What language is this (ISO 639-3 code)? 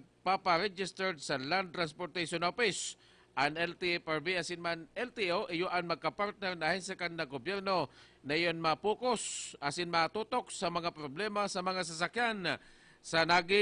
bik